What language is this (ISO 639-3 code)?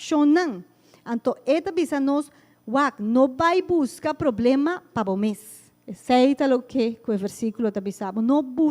pap